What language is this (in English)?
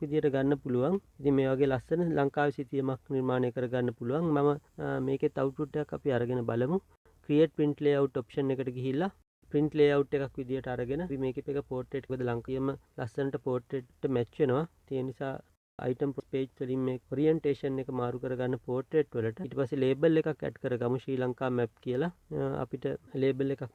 Sinhala